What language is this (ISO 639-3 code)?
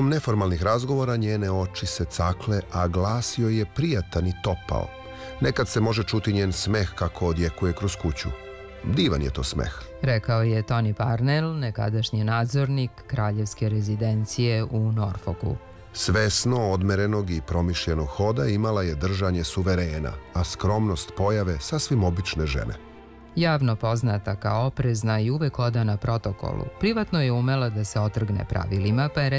srp